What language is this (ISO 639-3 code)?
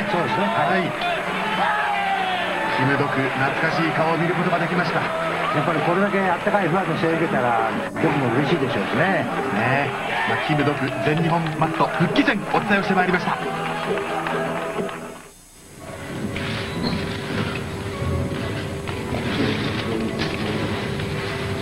jpn